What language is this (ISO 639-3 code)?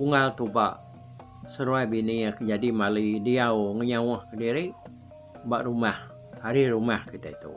iba